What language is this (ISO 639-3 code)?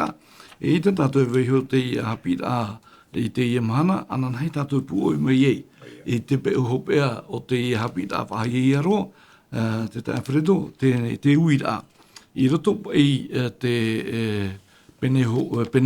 tah